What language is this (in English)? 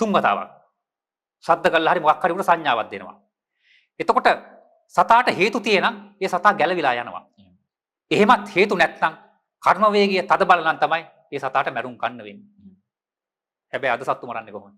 Sinhala